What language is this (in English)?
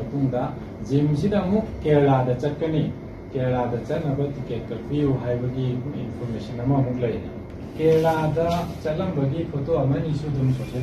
Manipuri